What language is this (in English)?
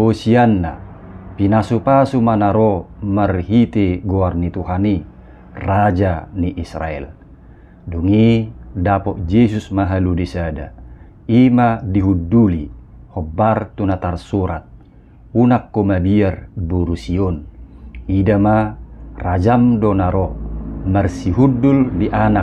Batak Toba